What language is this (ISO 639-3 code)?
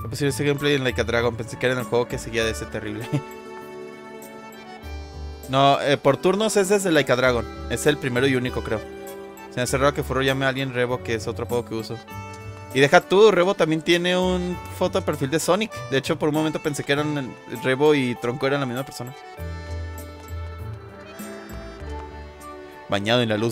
spa